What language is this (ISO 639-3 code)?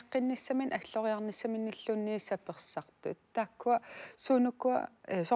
kal